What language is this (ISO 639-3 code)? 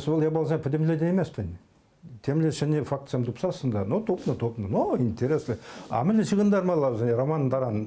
chv